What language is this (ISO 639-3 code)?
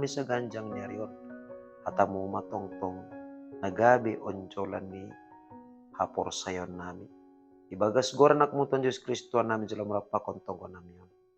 bts